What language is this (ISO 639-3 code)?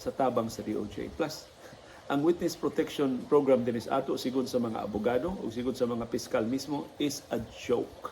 ceb